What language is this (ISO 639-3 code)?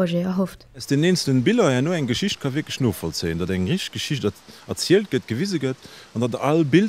ltz